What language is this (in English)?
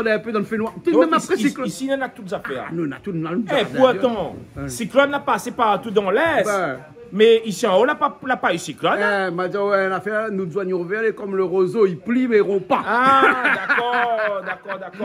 Réunion Creole French